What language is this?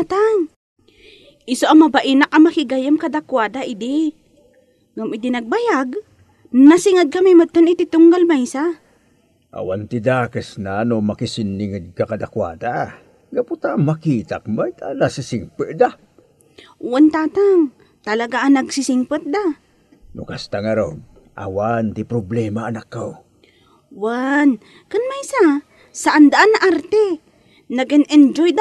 Iloko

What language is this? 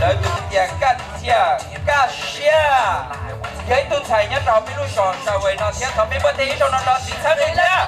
Hmong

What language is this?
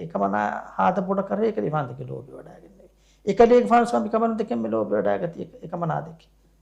Divehi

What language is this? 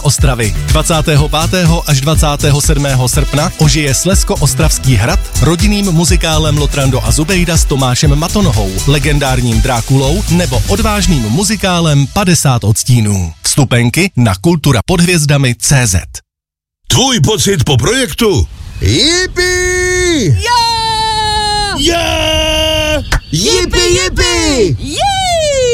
Czech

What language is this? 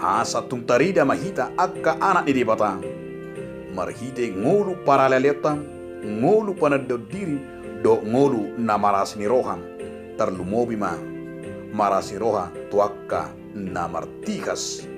Batak Toba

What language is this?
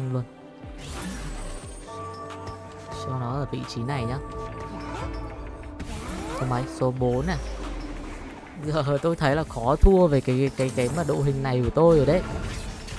Vietnamese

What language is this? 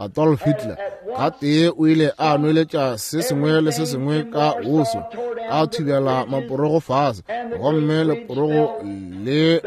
Northern Sotho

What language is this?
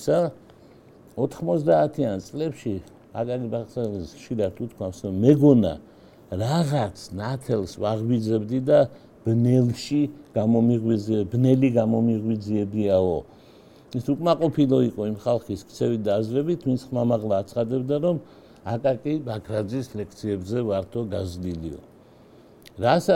Georgian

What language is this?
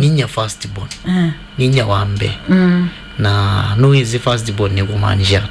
Kamba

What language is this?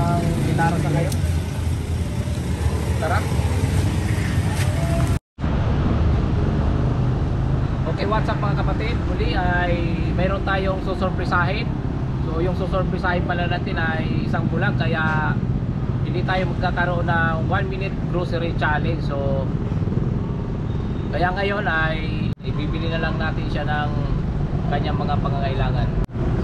Filipino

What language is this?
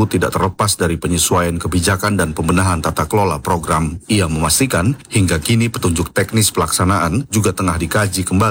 Indonesian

